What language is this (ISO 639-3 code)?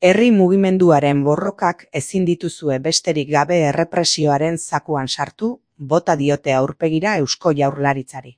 eus